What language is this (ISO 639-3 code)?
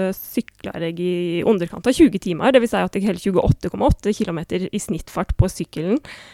nor